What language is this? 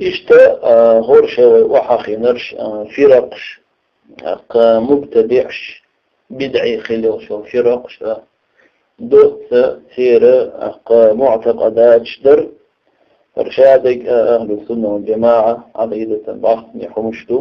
Chechen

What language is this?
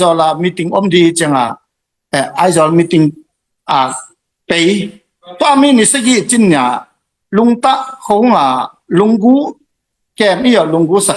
Tedim Chin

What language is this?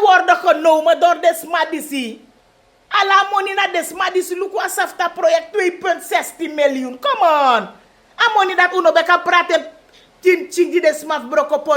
Sranan Tongo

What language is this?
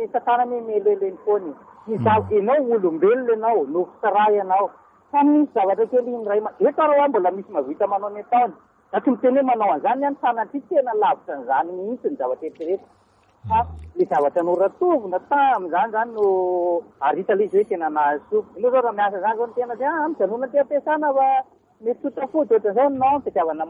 Malagasy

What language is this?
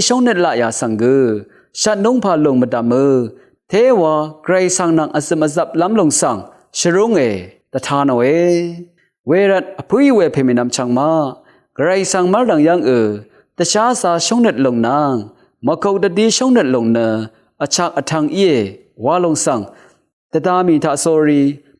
Rawang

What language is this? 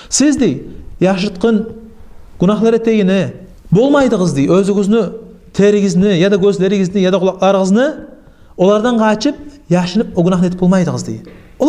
Kumyk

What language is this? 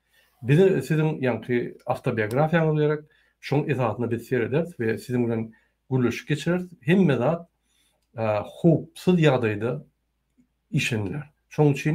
Turkmen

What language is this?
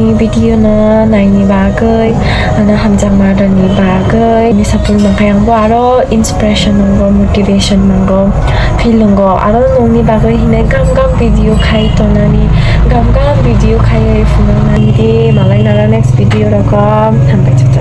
Kok Borok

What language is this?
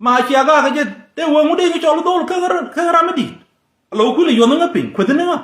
Nuer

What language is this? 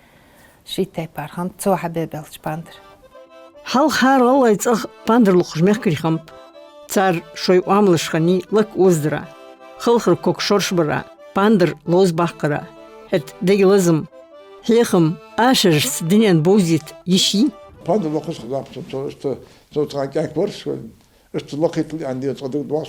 Ingush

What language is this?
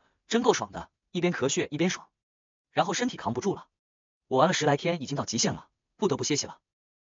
Chinese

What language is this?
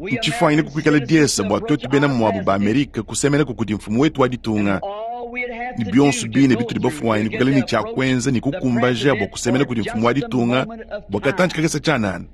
Luba-Lulua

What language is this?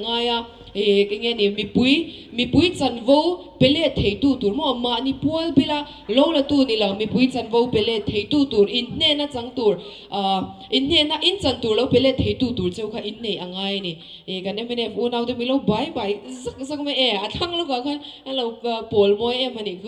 Mizo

